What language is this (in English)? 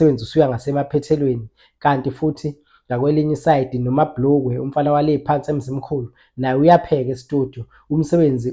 Zulu